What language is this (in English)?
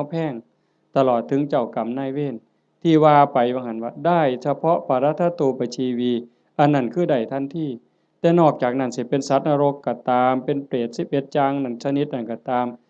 Northeastern Thai